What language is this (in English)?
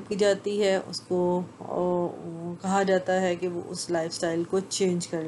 Urdu